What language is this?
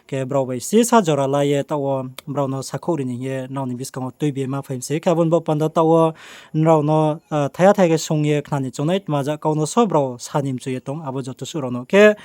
Riang (India)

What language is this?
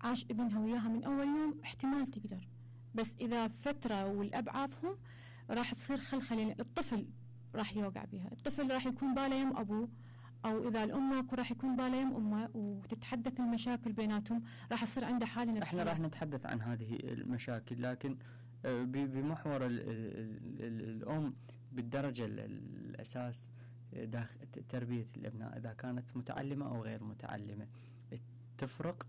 Mesopotamian Arabic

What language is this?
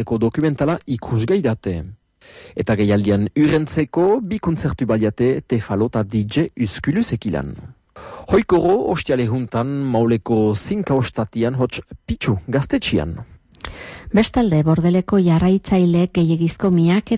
Basque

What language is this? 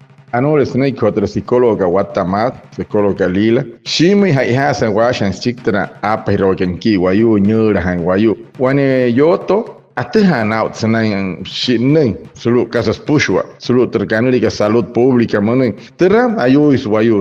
Wayuu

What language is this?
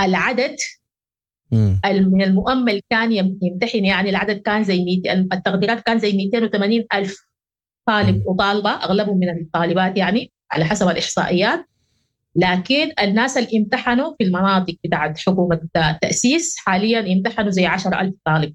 Sudanese Arabic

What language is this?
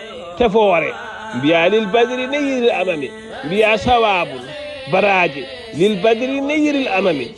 Fula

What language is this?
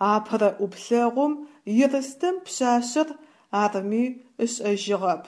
Adyghe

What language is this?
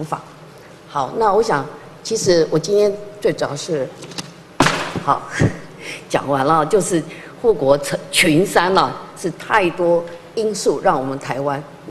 Chinese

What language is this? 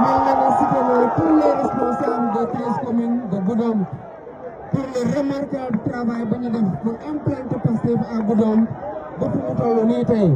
Wolof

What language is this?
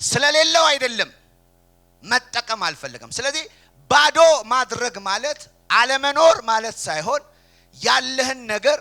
Amharic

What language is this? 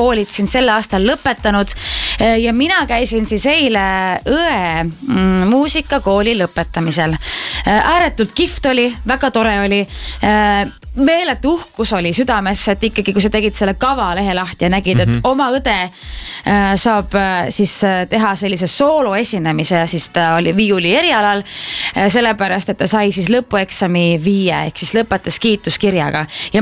Estonian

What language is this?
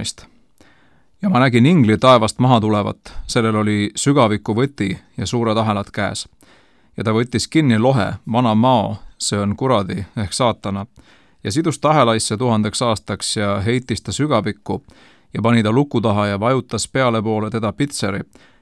Estonian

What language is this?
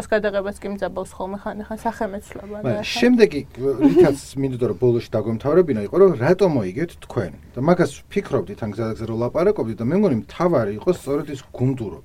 Georgian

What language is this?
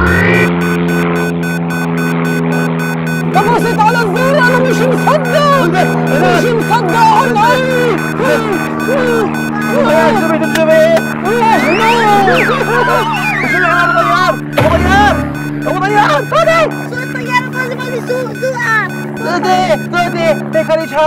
South Levantine Arabic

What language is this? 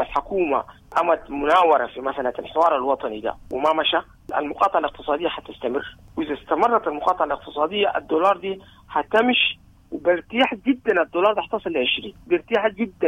Sudanese Arabic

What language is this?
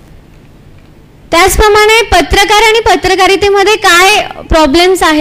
Marathi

